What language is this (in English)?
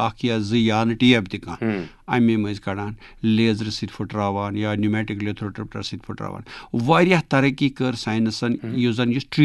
Kashmiri